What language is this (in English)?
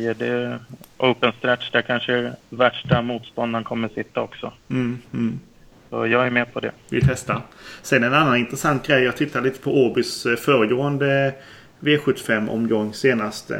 Swedish